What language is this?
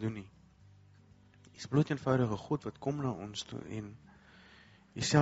Afrikaans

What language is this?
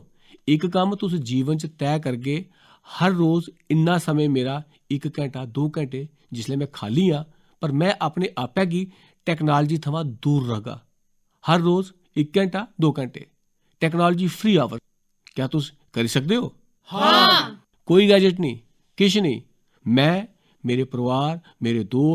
Dogri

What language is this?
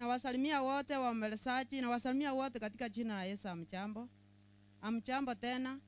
Gusii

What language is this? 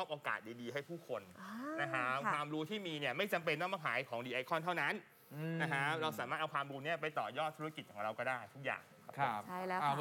Thai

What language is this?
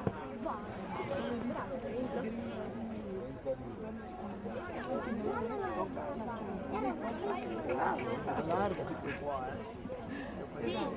Italian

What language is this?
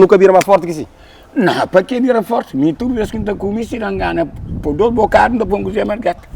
Kabuverdianu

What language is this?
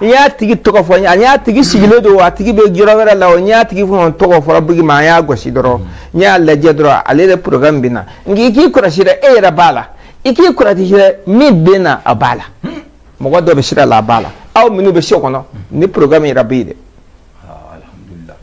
Bambara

